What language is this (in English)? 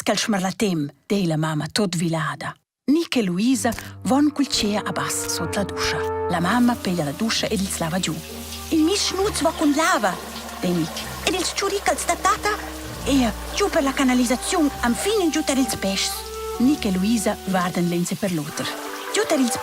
Romansh